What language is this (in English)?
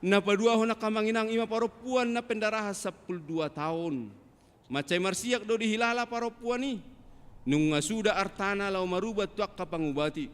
Batak Toba